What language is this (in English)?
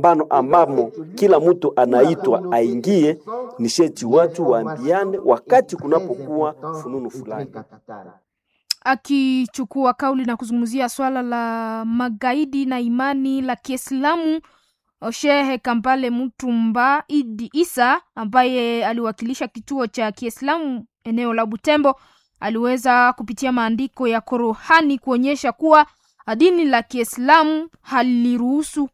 Swahili